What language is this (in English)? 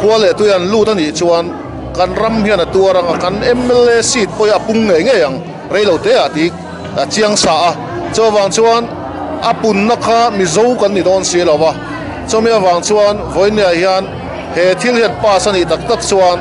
Mizo